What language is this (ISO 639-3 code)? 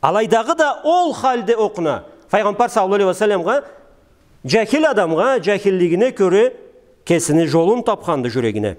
krc